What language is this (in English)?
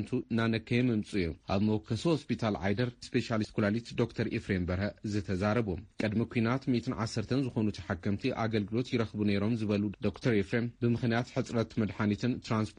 Tigrinya